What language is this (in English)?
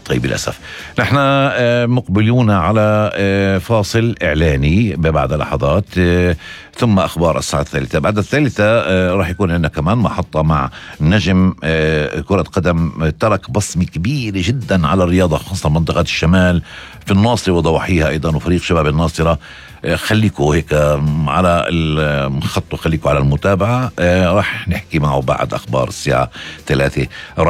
North Levantine Arabic